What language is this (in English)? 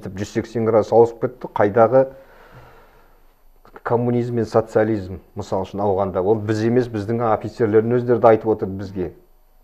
Kazakh